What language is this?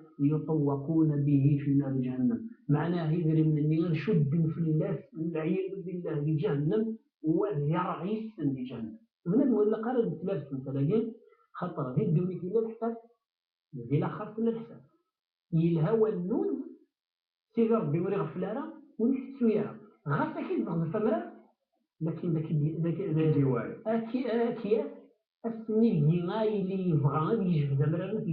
Kabyle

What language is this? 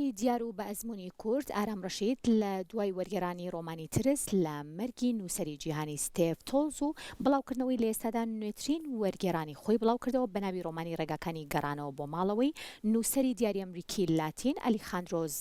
Central Kurdish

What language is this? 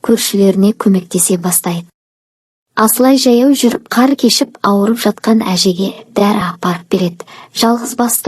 Kazakh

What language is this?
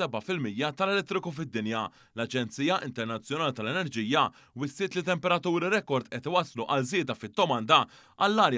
Maltese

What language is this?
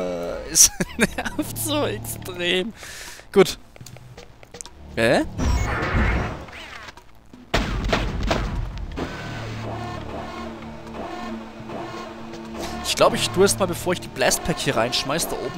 German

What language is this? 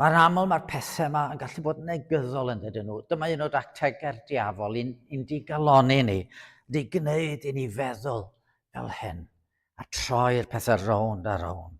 Welsh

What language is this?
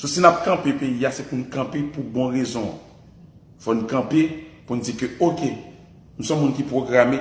Haitian Creole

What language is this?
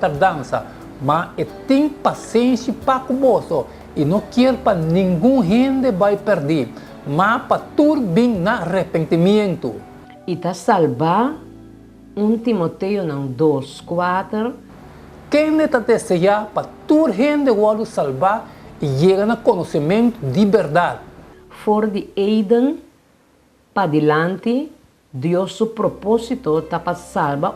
Papiamento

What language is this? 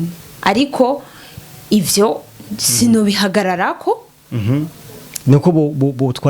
Rundi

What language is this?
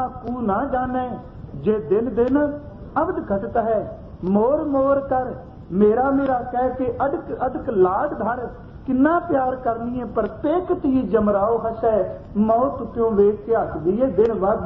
Punjabi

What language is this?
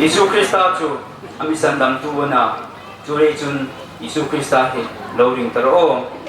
Hmar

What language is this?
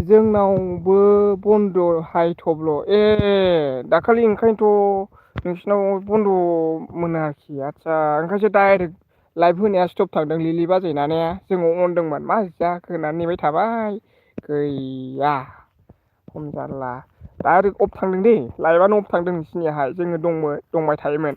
Bodo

